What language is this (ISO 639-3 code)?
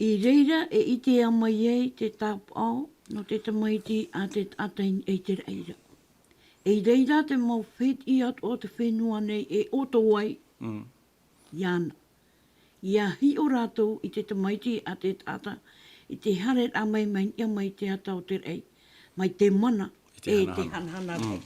tah